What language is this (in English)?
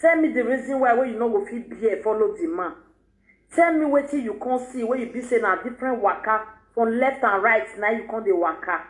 Nigerian Pidgin